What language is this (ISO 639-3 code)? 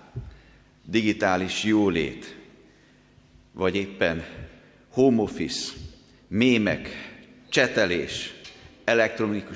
hun